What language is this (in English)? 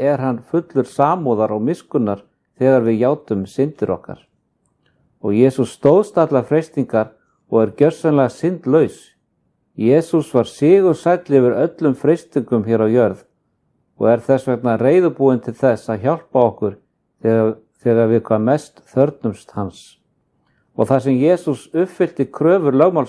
Icelandic